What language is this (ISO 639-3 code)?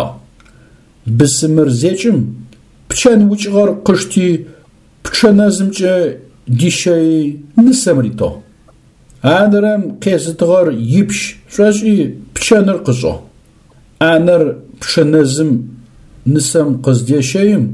ady